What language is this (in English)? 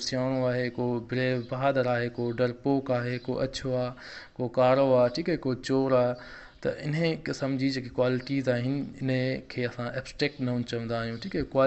Sindhi